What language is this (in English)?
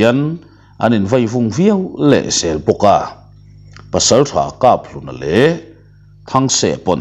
Mizo